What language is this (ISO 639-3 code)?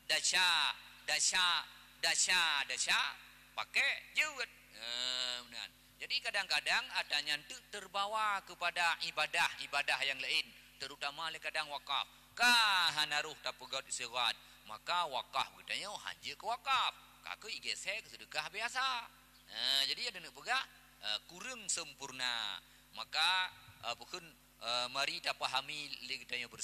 ace